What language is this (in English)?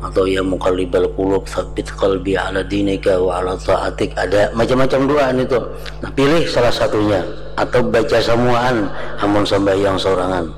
Banjar